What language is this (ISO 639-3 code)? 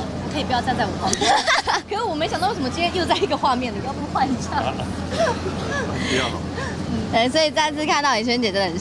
zho